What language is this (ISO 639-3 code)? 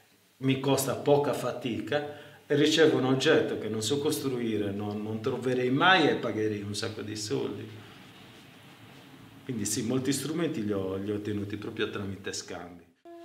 ita